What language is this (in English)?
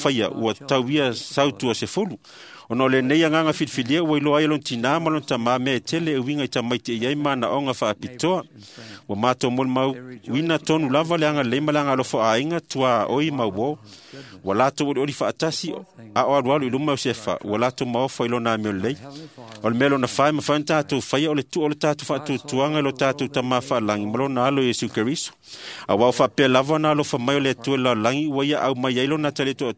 Samoan